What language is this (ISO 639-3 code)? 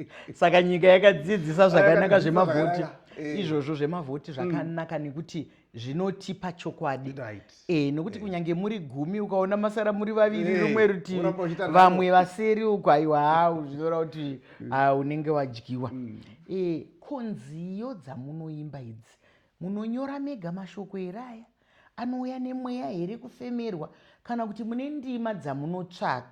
sna